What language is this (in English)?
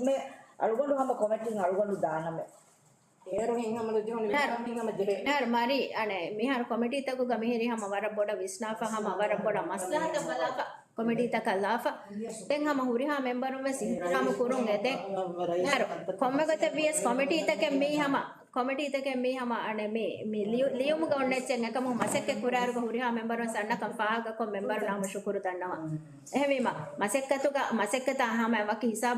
Divehi